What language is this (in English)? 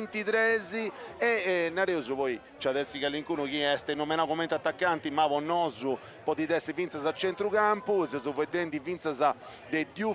Sardinian